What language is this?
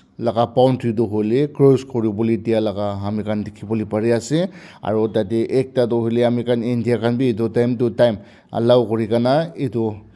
Naga Pidgin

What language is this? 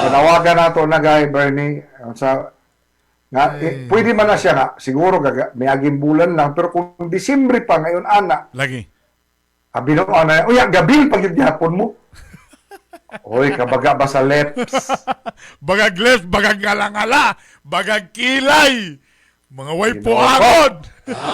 Cebuano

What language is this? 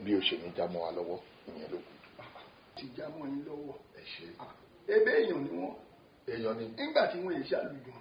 Yoruba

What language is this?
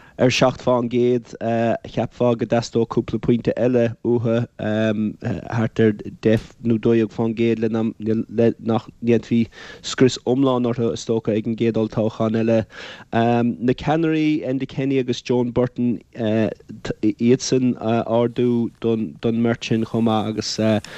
Irish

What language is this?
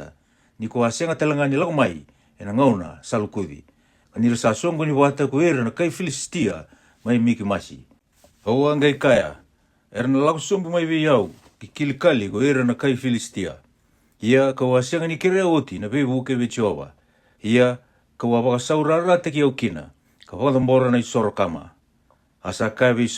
Fijian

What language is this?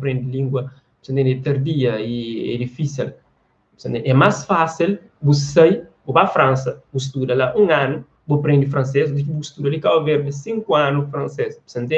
Kabuverdianu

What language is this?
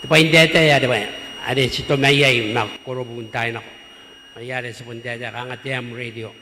Gilbertese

